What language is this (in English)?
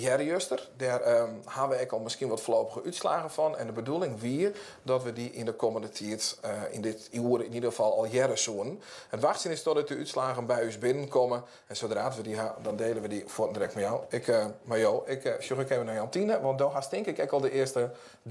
Western Frisian